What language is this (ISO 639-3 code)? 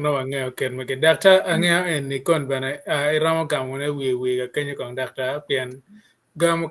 ach